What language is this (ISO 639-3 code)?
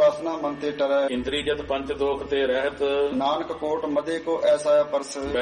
pan